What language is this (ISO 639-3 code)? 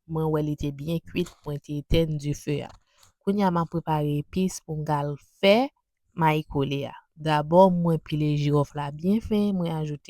hat